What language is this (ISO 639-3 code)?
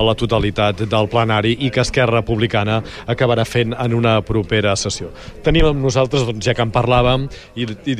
cat